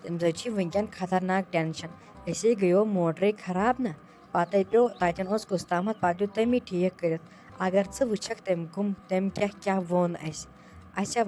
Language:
Kashmiri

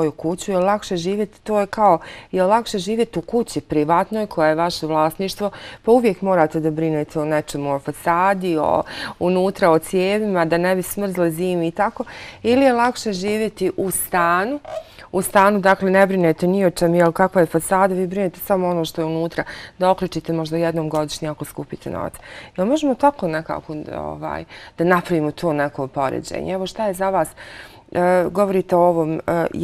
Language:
Bosnian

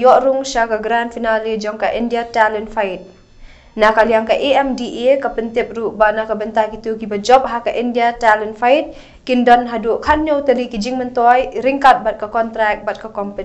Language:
Khasi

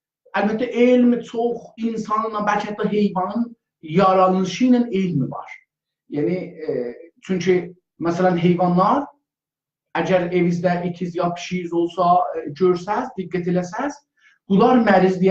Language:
South Azerbaijani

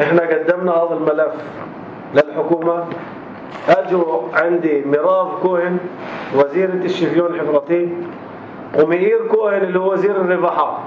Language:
North Levantine Arabic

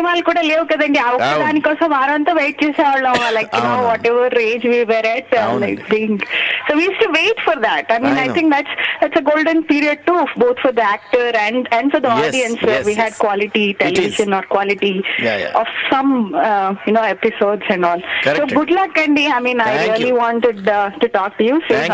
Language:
Telugu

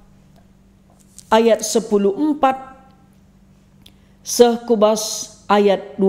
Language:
Batak Karo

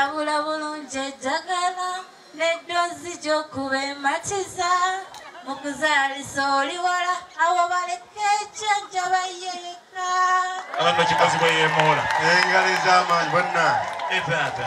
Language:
Ganda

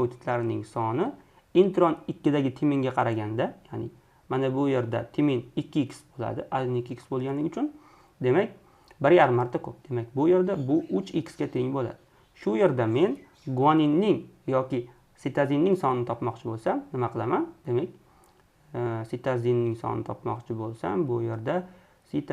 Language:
Uzbek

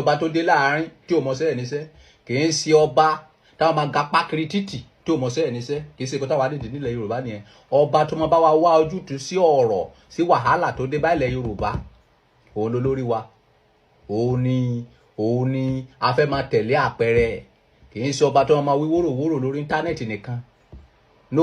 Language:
Yoruba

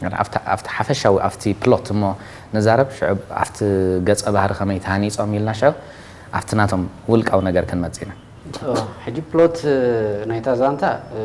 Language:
Tigrinya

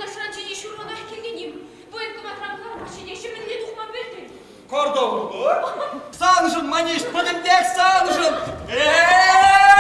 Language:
Chuvash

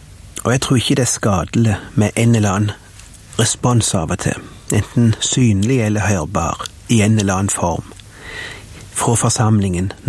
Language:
Norwegian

